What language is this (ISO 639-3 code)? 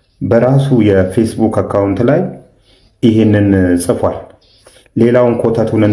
amh